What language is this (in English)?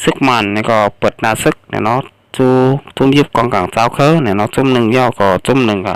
Shan